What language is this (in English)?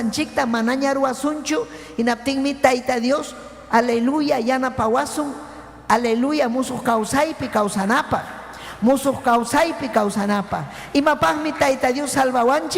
Ayacucho Quechua